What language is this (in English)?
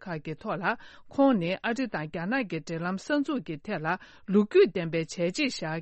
Tibetan